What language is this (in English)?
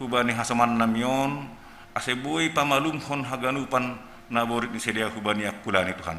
Batak Simalungun